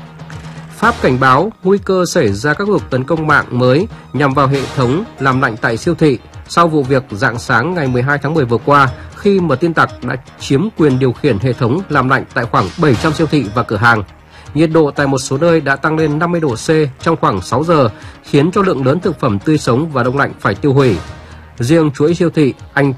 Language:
Vietnamese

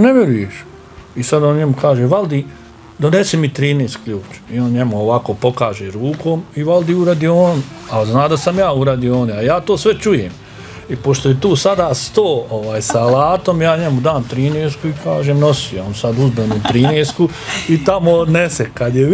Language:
Bosnian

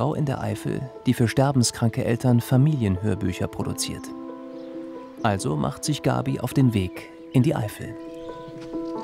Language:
German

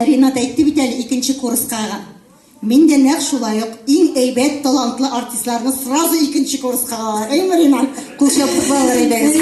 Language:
Tatar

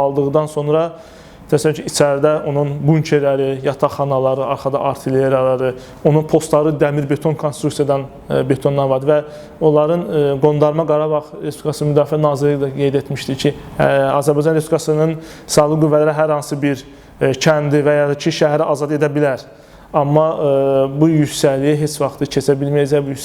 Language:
Azerbaijani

